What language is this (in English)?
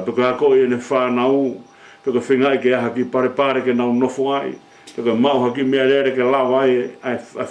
Tongan